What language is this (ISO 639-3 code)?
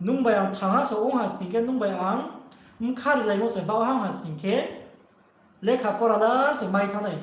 ria